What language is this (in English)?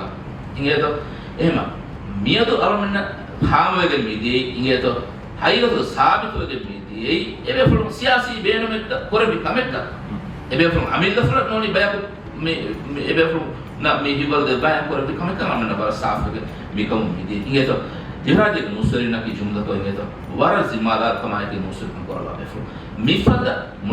Divehi